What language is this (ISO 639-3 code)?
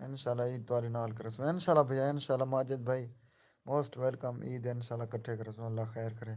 skr